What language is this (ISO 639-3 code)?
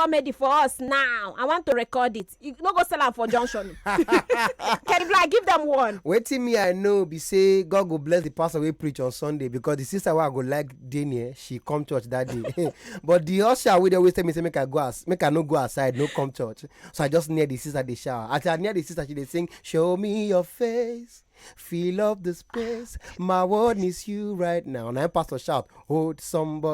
pcm